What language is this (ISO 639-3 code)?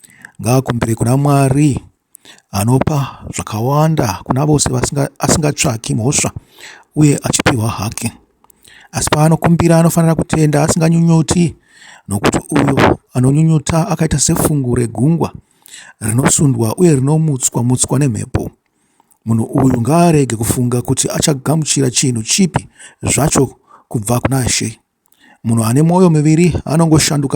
sna